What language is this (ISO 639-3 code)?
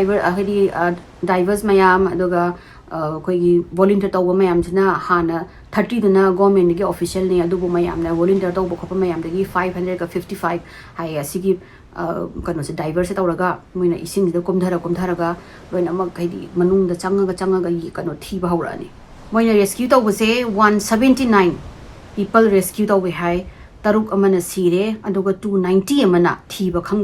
mni